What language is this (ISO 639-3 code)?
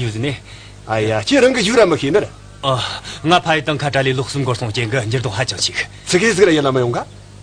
bod